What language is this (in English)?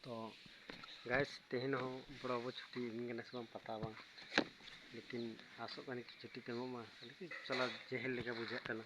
Santali